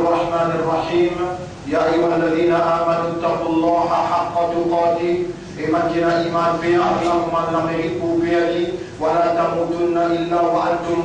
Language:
Morisyen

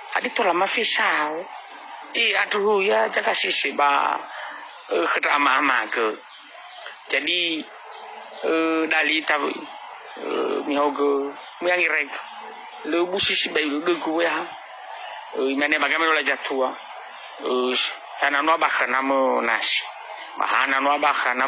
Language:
Nias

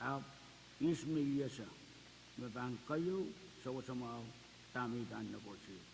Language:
Pohnpeian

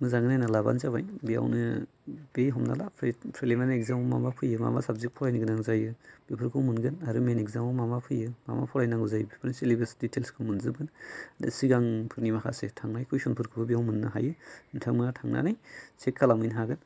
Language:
Bodo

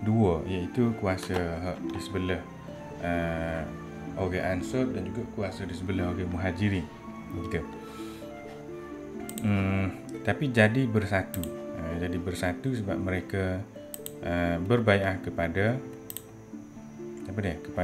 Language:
Malay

